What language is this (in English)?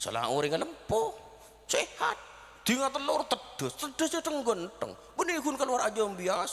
Madurese